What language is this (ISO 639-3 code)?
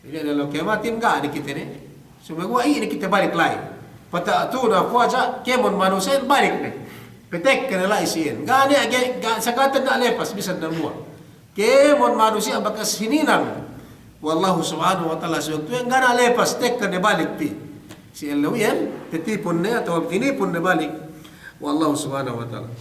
yka